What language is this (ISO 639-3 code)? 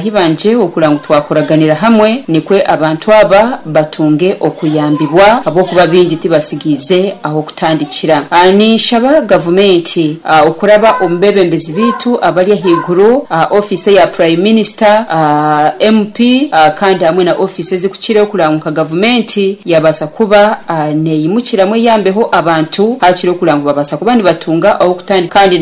nyo